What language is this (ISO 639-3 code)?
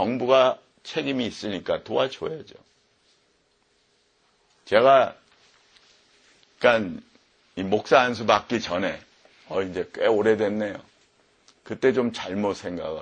kor